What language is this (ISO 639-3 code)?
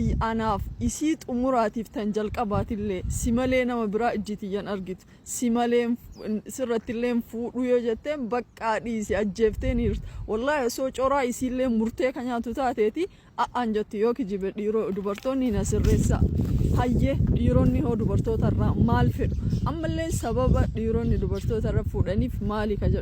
orm